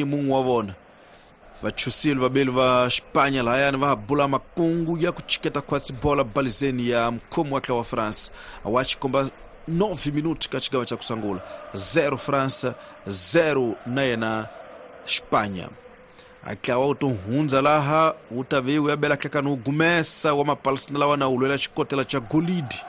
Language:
Tsonga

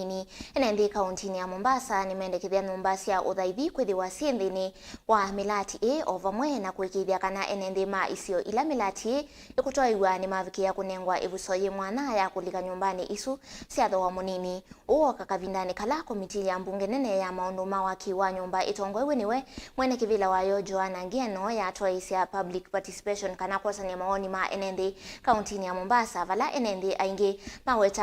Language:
Kamba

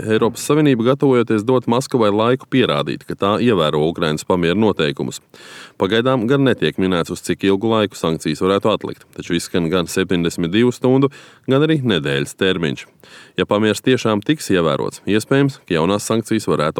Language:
Latvian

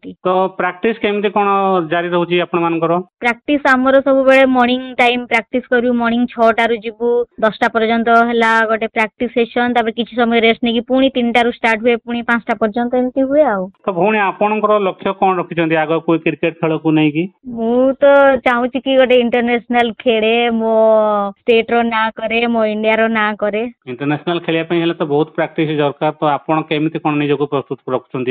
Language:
Odia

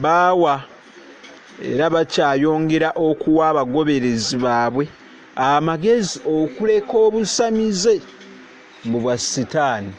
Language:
Ganda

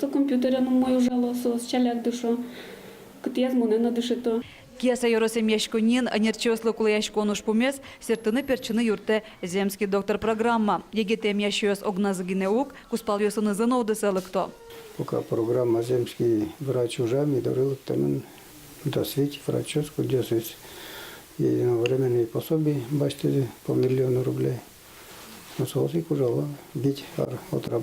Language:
Udmurt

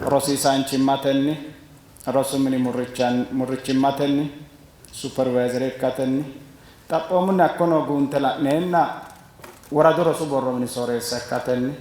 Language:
Sidamo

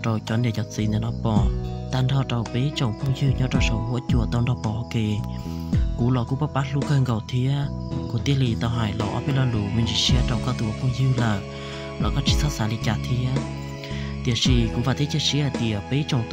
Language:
Hmong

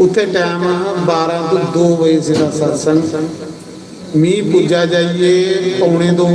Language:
Dogri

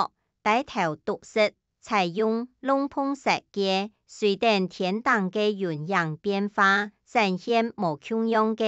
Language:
Hakka Chinese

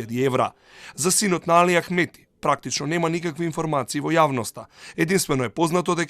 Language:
Macedonian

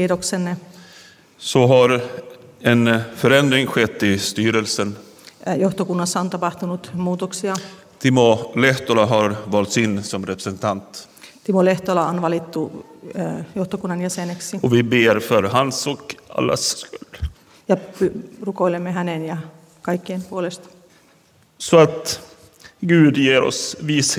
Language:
Swedish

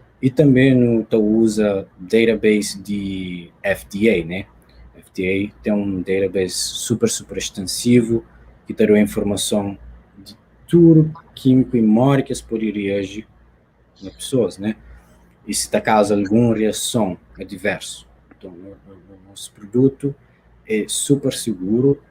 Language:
Kabuverdianu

